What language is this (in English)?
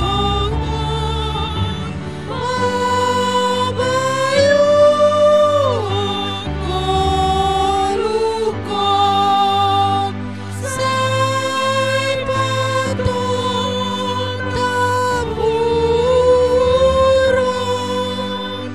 Batak Simalungun